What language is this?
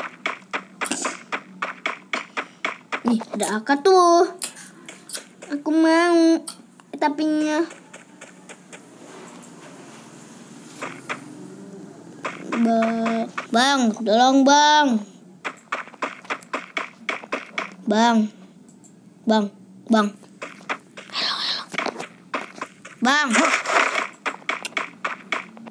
Indonesian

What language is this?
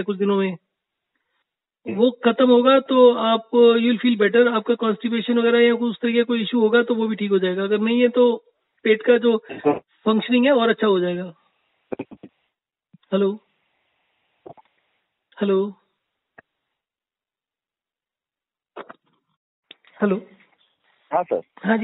Hindi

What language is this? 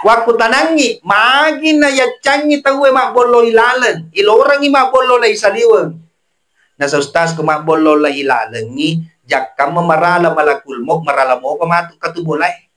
Buginese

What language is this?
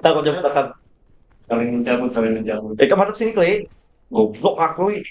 Banjar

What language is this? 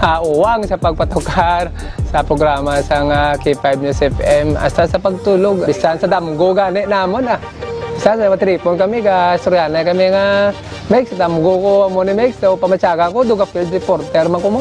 Hiligaynon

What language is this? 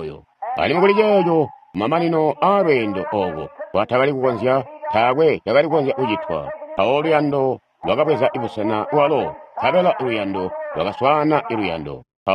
Tonga (Zambia)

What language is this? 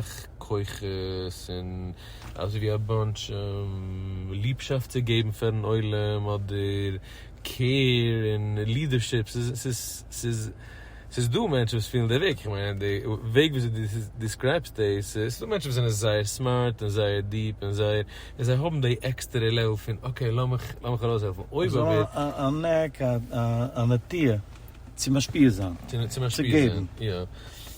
Yiddish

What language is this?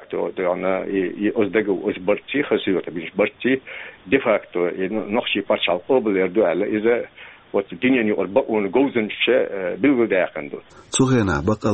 Chechen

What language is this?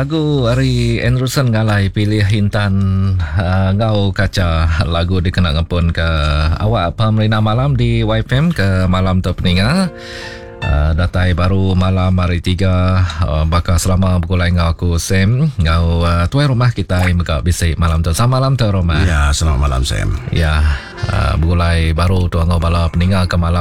Iban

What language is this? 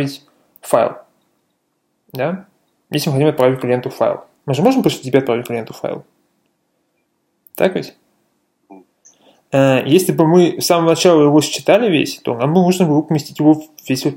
Russian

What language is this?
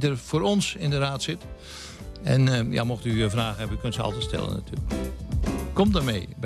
Dutch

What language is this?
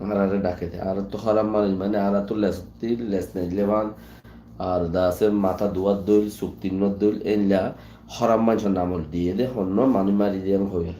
Rohingya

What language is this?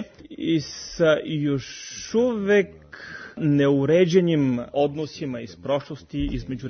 Serbian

